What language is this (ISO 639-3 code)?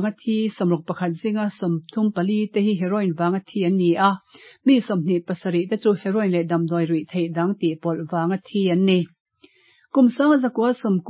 lus